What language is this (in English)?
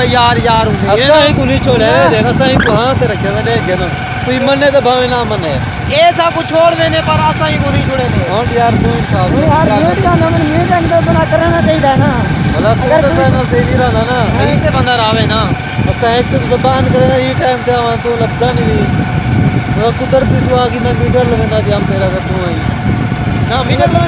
Saraiki